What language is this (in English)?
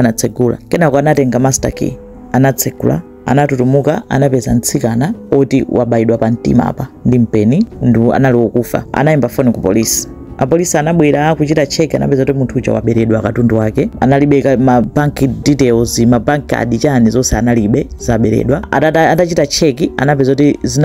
Nyanja